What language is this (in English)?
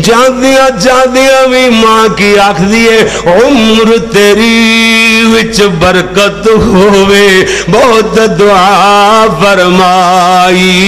Western Panjabi